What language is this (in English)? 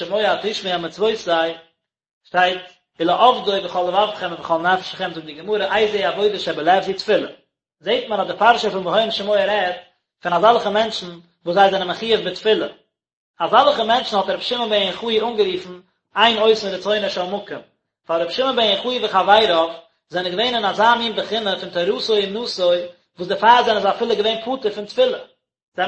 Yiddish